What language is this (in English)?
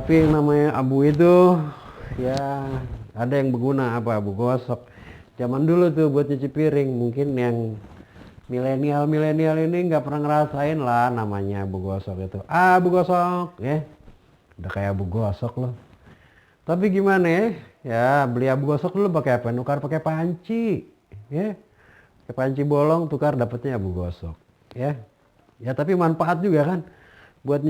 Betawi